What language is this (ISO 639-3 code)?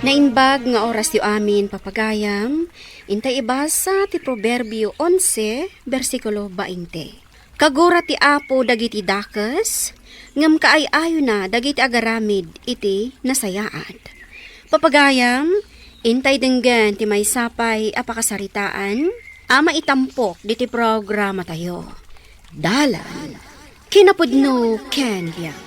ilo